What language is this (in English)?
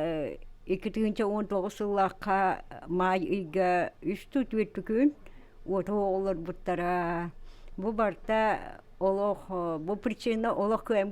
Yakut